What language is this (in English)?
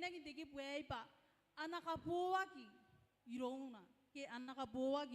Gilbertese